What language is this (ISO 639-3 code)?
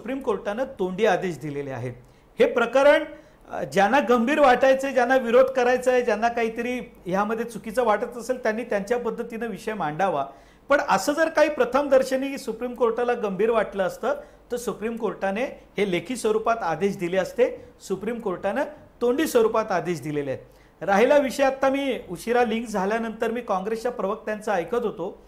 mar